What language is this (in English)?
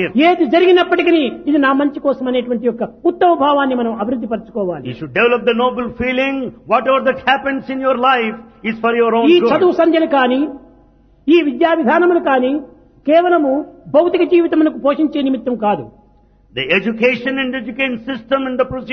Telugu